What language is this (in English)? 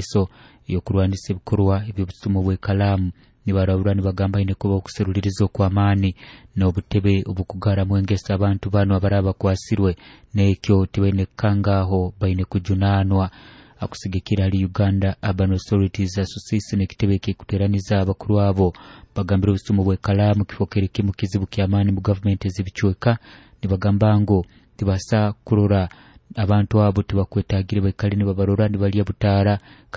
Nyoro